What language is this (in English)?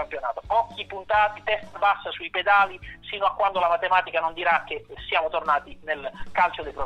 Italian